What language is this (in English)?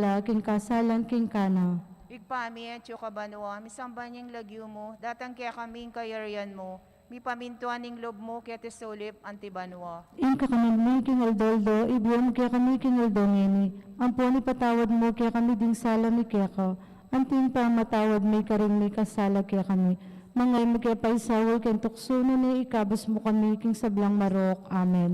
Pampanga